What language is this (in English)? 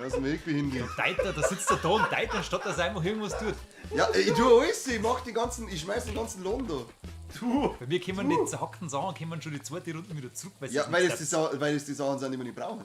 Bavarian